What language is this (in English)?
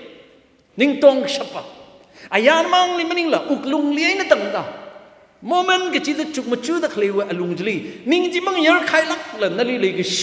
Tangkhul Naga (India)